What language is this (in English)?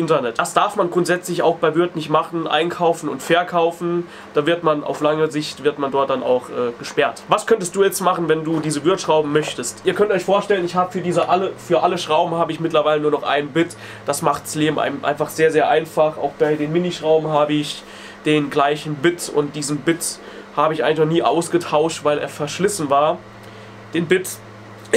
German